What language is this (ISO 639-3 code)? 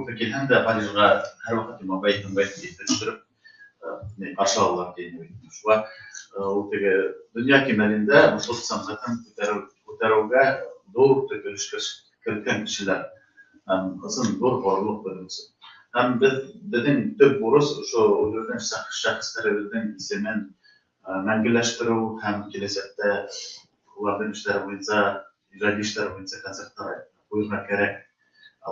bak